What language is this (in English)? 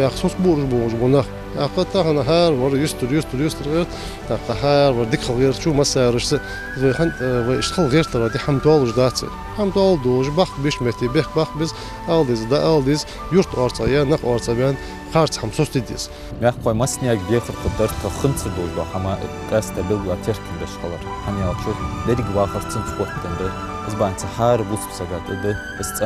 Ingush